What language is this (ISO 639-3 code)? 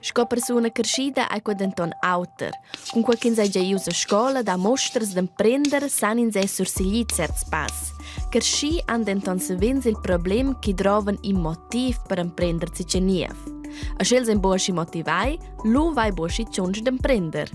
roh